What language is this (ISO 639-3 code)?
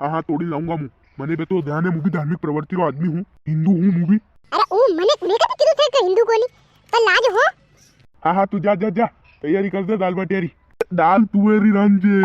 raj